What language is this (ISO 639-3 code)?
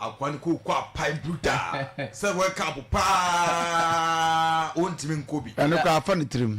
aka